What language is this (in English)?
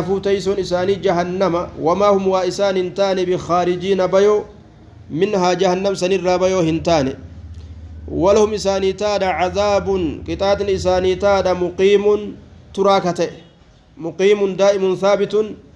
Oromo